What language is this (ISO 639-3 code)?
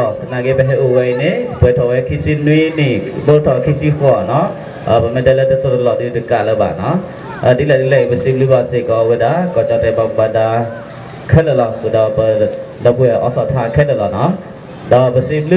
ksw